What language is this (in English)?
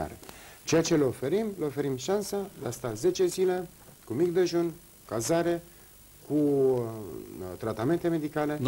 Romanian